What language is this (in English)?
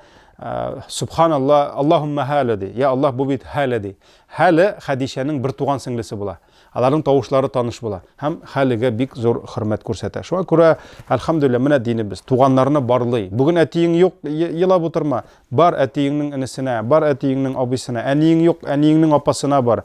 Tatar